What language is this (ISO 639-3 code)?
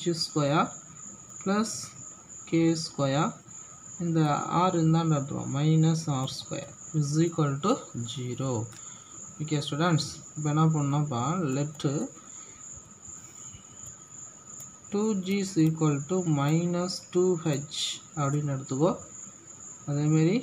tam